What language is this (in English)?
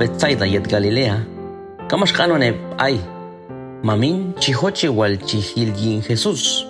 Q'anjob'al